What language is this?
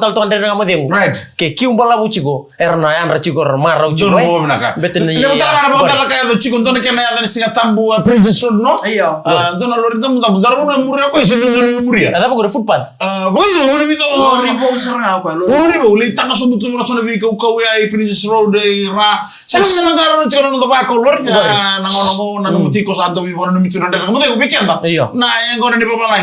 Fijian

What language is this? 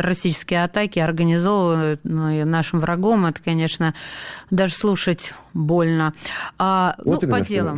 Russian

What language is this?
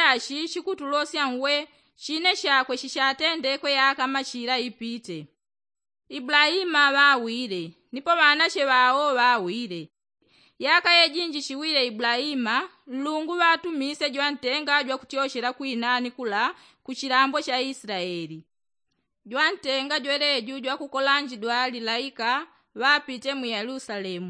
Yao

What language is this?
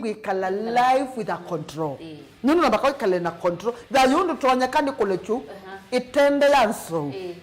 Kamba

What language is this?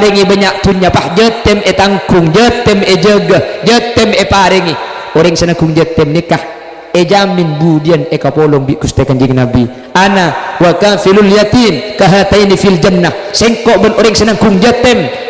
Madurese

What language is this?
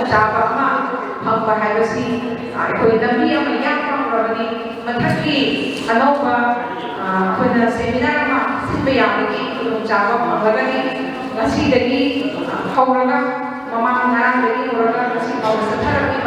Manipuri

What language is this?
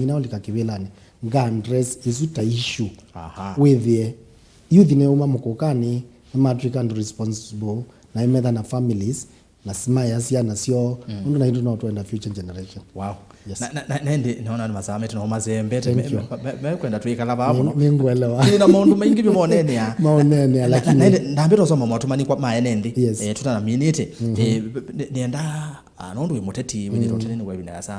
Kamba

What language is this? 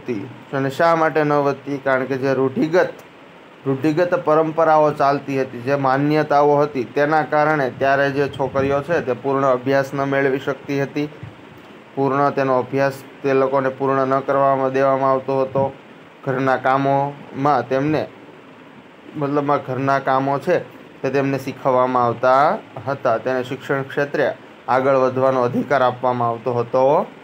Gujarati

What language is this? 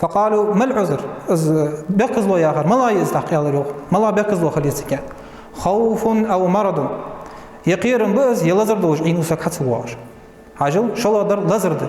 Ingush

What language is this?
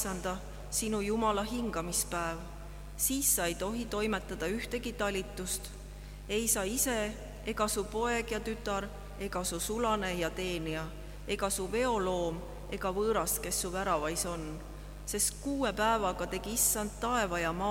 Estonian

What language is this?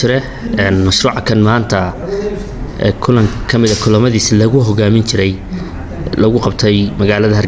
Somali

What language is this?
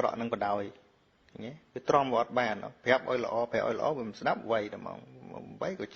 Khmer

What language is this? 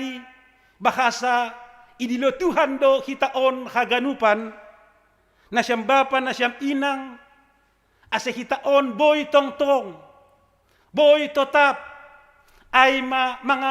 Batak Simalungun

